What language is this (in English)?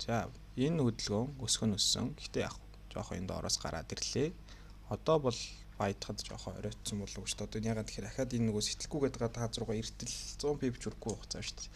Mongolian